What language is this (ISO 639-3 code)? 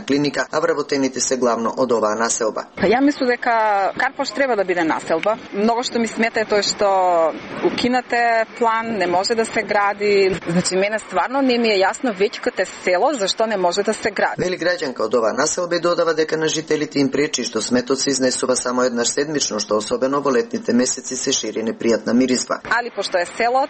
mkd